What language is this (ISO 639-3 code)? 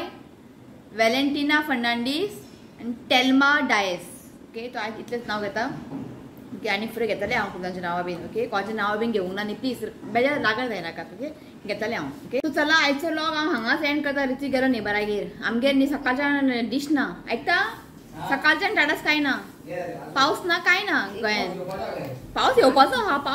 kok